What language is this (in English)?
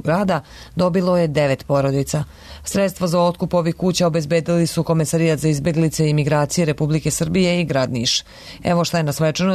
Serbian